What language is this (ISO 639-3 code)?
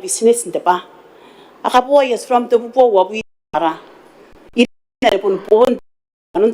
gil